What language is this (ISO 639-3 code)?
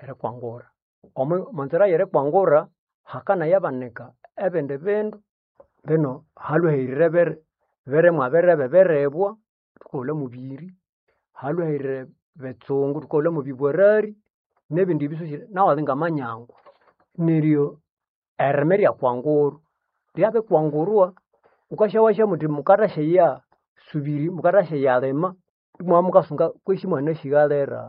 nnb